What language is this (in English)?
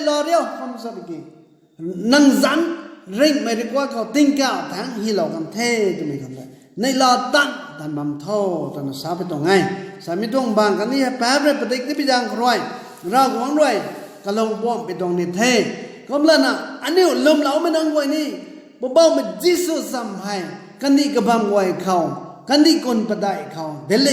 Rongmei Naga